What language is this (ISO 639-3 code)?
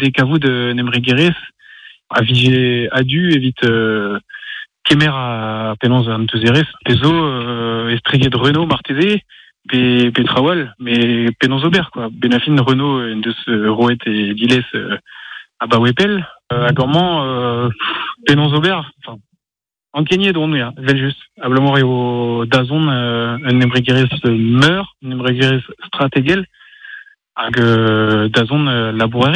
fra